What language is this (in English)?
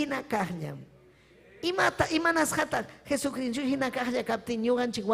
Ayacucho Quechua